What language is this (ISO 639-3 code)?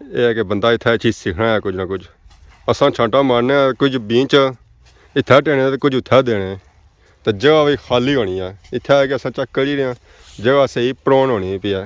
phr